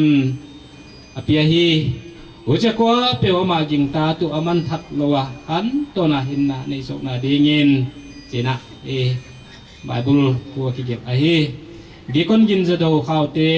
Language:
Paite Chin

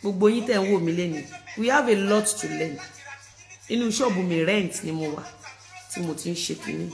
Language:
Yoruba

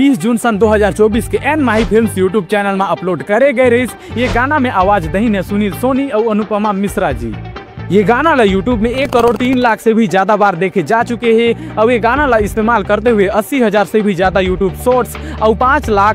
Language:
Chhattisgarhi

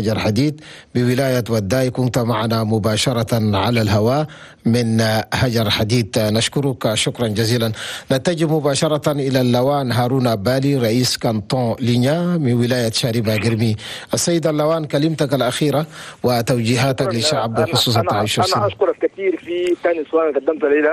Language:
Chadian Arabic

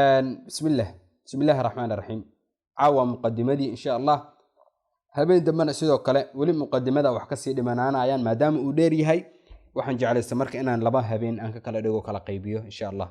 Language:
Somali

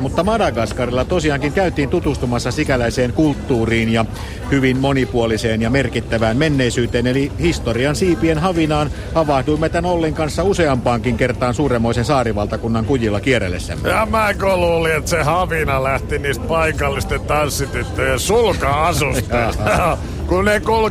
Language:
Finnish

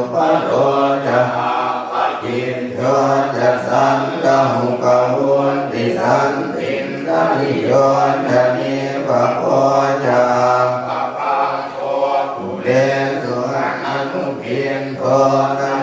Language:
Pali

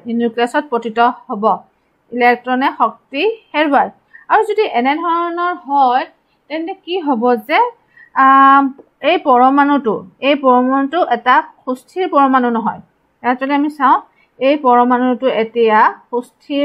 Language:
Assamese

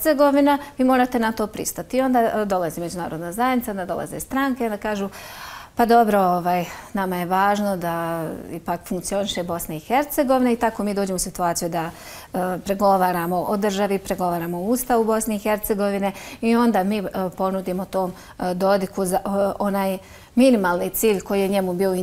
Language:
Bosnian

